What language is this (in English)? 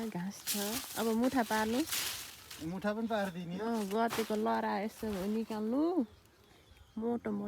Nepali